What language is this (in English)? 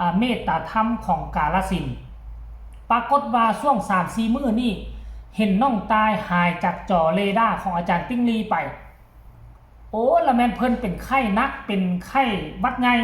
Lao